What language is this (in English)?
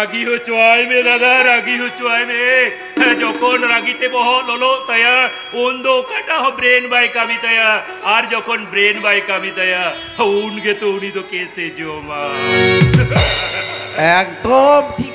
Santali